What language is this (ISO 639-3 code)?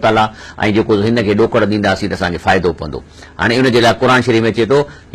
snd